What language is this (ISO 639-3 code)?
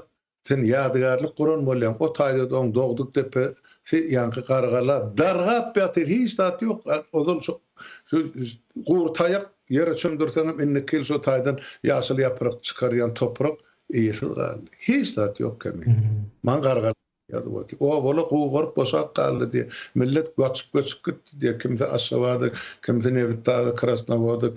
tuk